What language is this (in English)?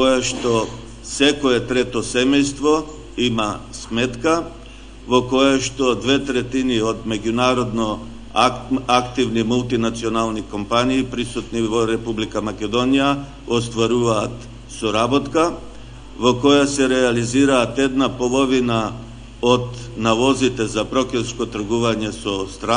Macedonian